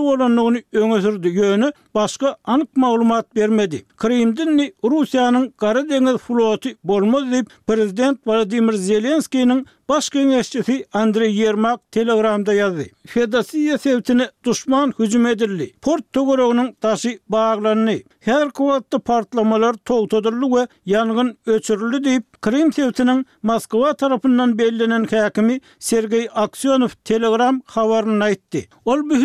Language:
Turkmen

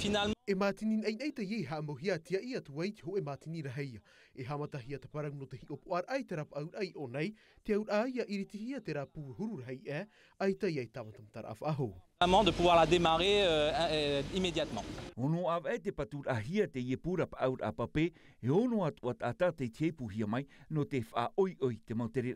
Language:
Tahitian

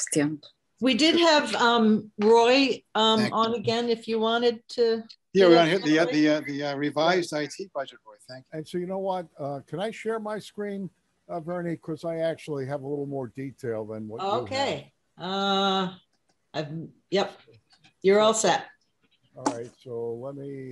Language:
English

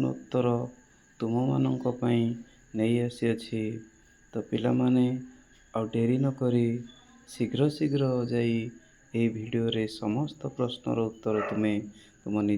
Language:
Odia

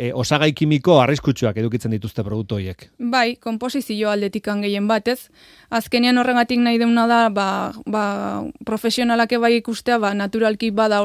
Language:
Basque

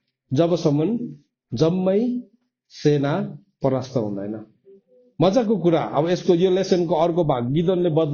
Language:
Nepali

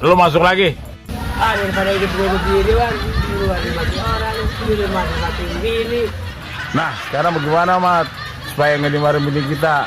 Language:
Betawi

